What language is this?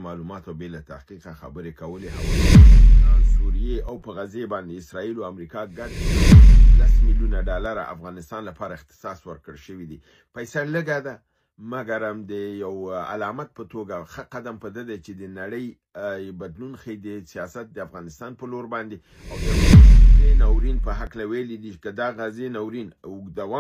Pashto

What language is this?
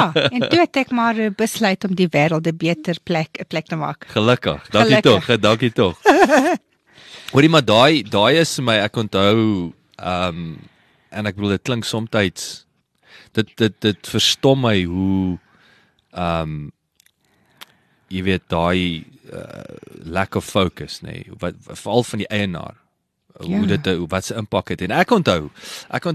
Afrikaans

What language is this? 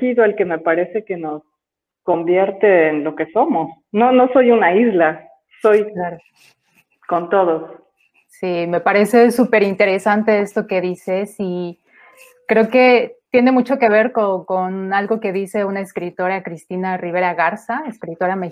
Spanish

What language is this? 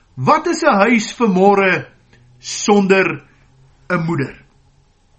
Afrikaans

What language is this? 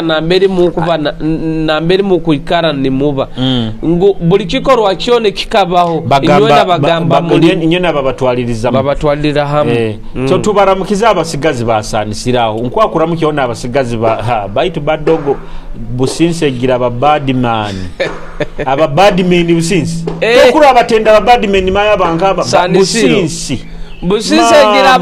Nyoro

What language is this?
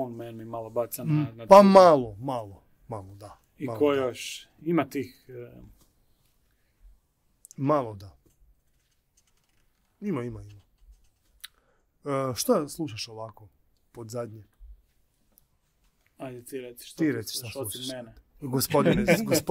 Croatian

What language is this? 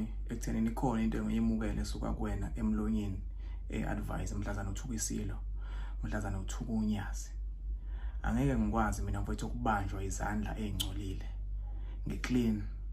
Zulu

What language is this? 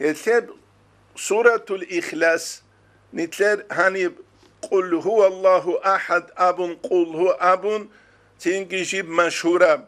Avaric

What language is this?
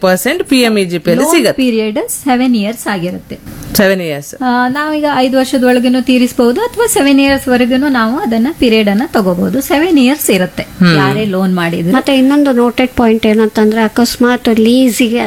Kannada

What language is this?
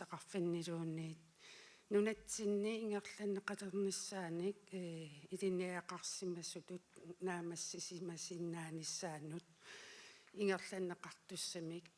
Kalaallisut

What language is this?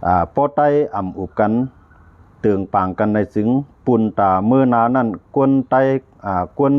Shan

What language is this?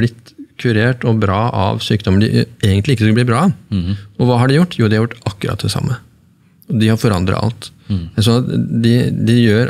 Norwegian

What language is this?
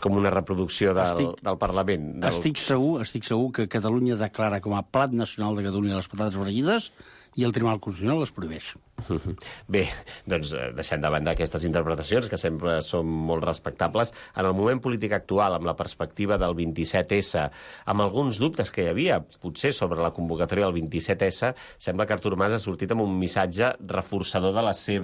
Catalan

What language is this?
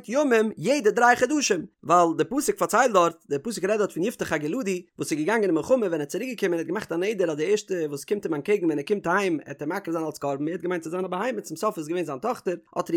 Yiddish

